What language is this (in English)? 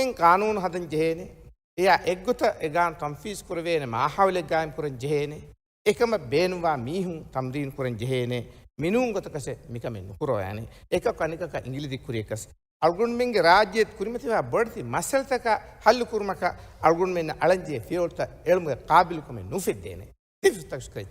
Divehi